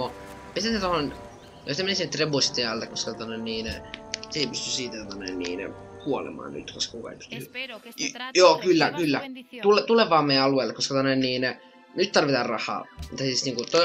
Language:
Finnish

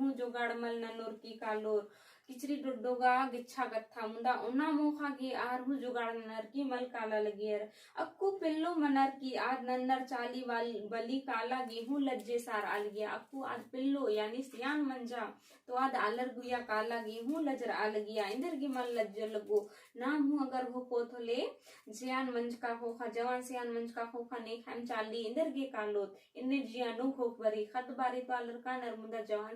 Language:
Kurukh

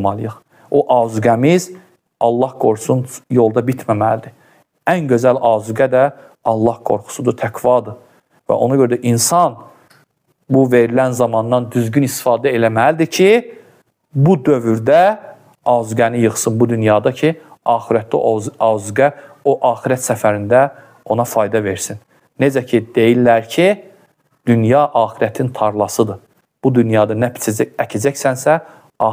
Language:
Azerbaijani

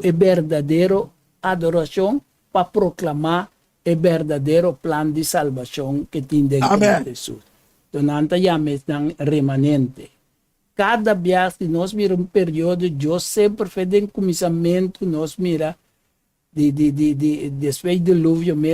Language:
Papiamento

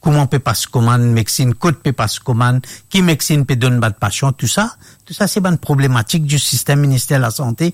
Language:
Morisyen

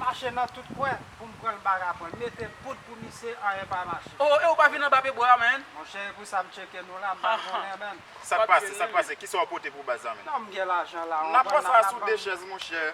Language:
Haitian Creole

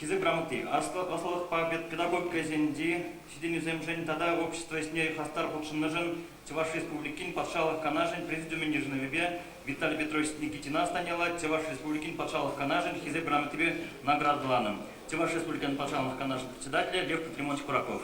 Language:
Chuvash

